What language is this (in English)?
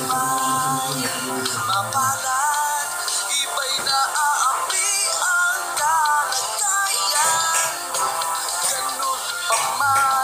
Filipino